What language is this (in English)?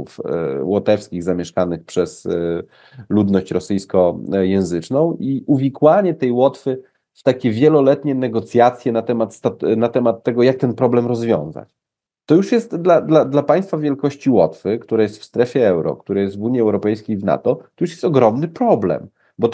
Polish